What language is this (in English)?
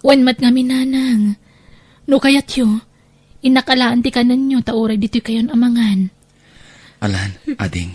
Iloko